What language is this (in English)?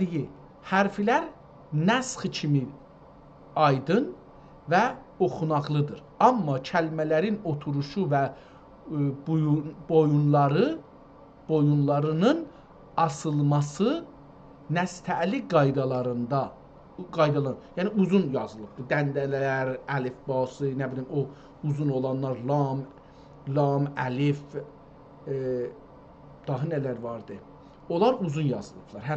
South Azerbaijani